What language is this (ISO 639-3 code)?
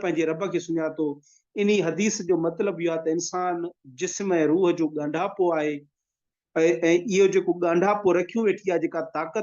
snd